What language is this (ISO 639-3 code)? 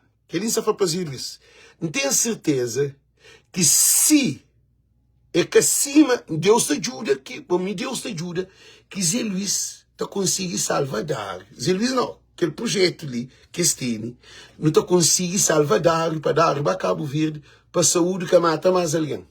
kea